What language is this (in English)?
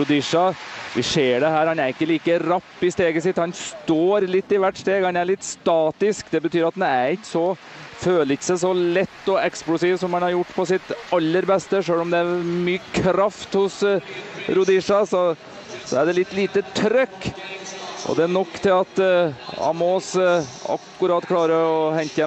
Norwegian